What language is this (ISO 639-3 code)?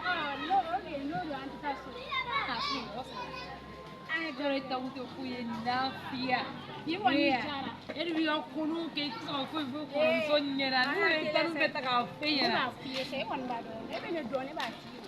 bam